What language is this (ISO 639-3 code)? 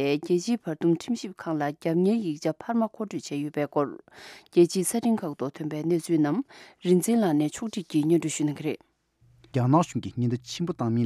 bod